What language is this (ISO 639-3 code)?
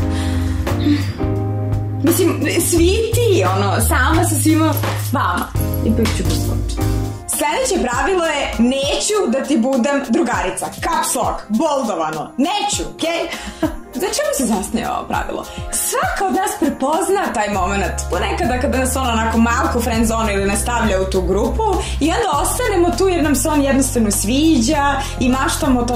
srp